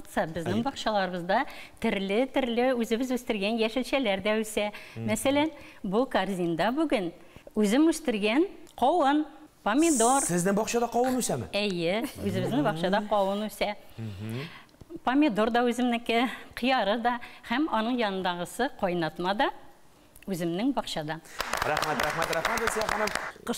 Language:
Tatar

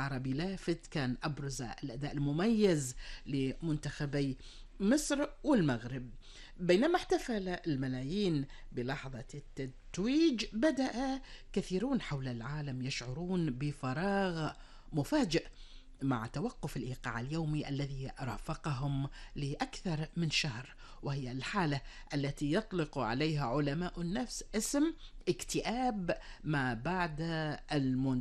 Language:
Arabic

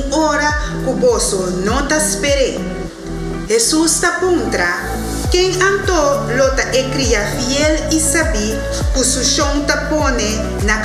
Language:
Papiamento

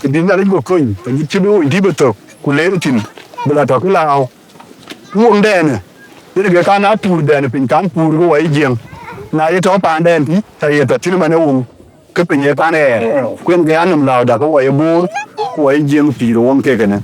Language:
Dinka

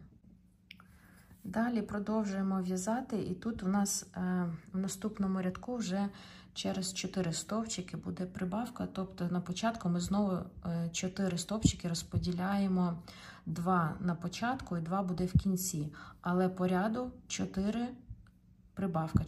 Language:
Ukrainian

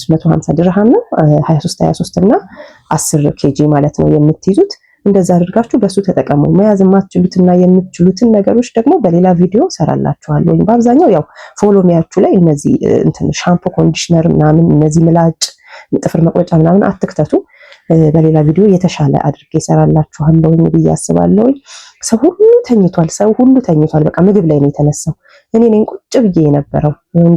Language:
Amharic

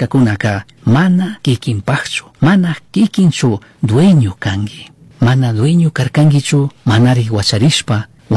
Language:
Chimborazo Highland Quichua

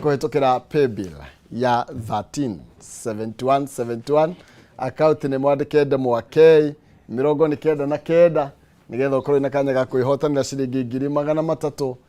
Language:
Kikuyu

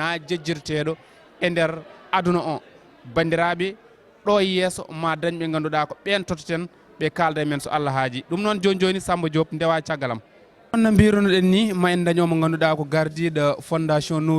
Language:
Fula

